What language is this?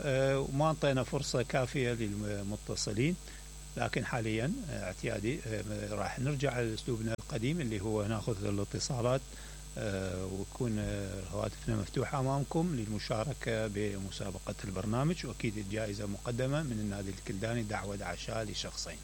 Mesopotamian Arabic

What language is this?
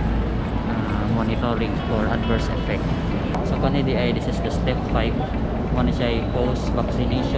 Cebuano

